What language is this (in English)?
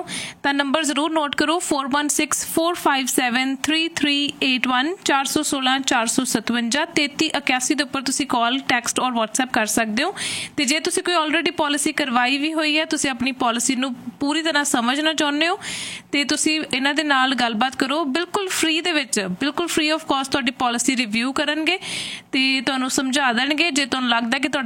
Punjabi